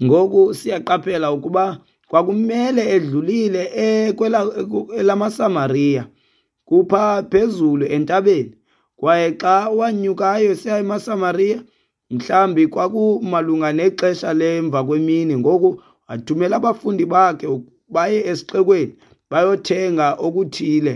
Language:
Xhosa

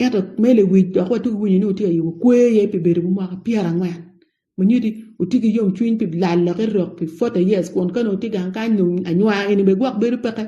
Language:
Acoli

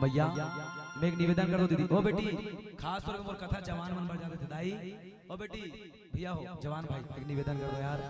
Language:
Chhattisgarhi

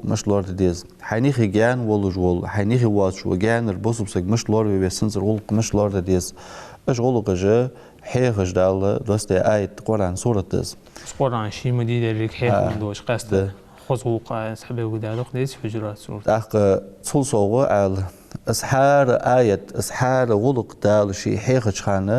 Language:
Ingush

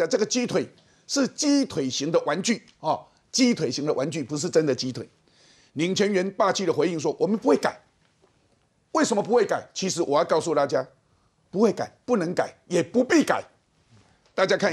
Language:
Chinese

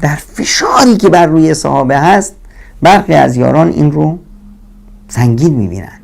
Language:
Persian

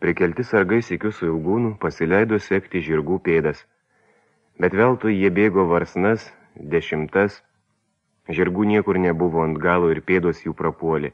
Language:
Lithuanian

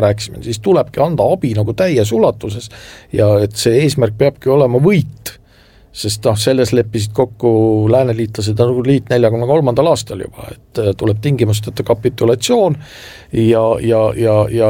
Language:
Estonian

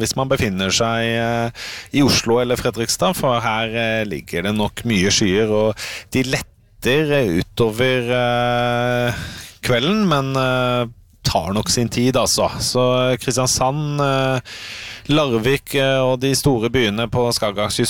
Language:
Norwegian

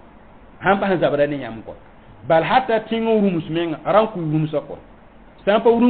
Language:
Mossi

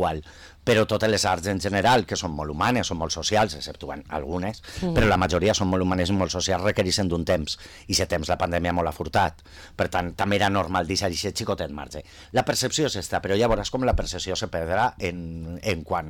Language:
Catalan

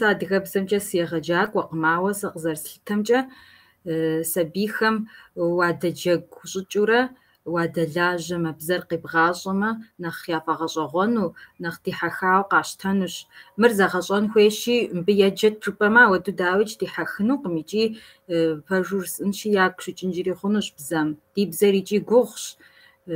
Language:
Kabardian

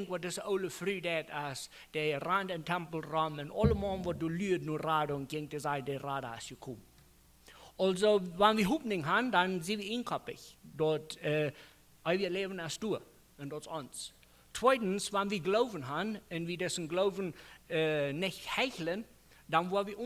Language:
Plautdietsch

